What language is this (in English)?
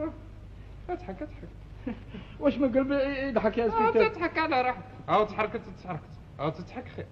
Algerian Arabic